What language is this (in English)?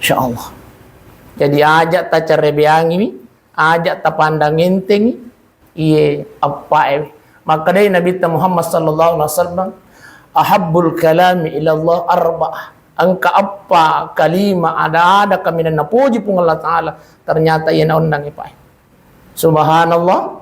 Buginese